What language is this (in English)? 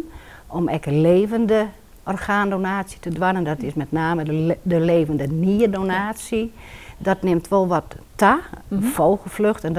Western Frisian